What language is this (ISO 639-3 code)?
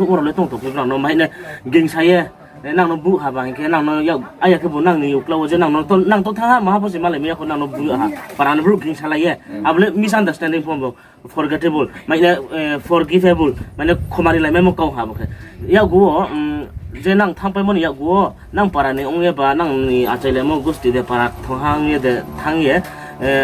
ria